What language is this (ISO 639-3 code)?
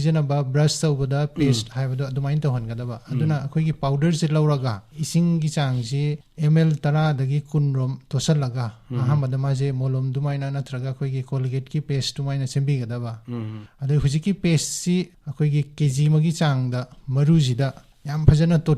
mni